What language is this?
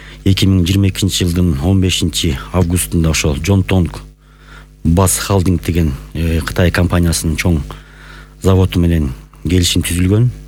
Kyrgyz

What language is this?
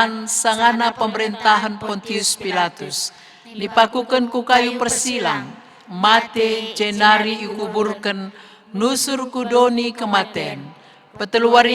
Batak Karo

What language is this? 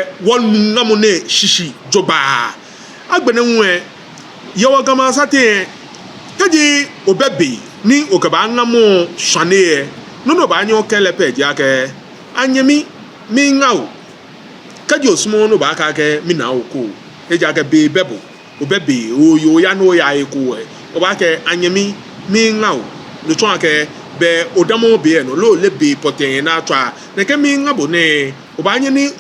Ga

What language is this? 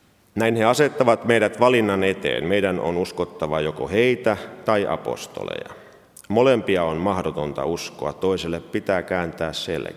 Finnish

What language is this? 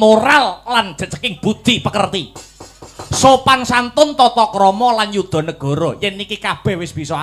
Javanese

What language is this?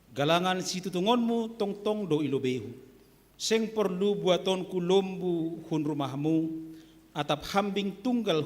Batak Simalungun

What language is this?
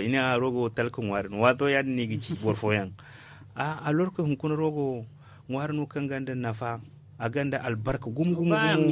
Zarma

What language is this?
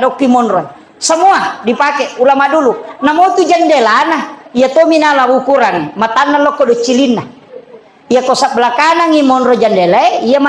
Buginese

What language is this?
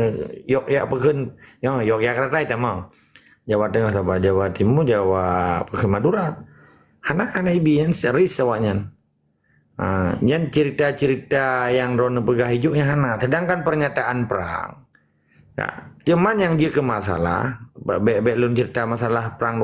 Achinese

